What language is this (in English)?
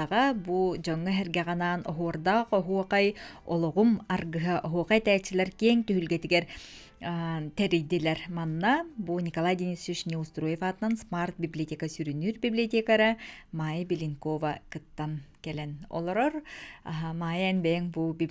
Yakut